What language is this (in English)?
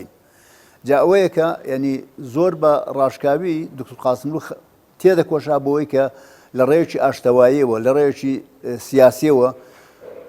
Central Kurdish